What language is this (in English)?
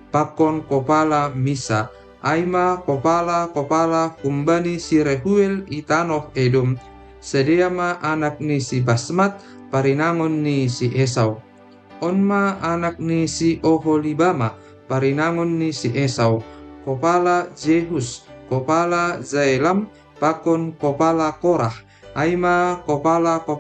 Batak Simalungun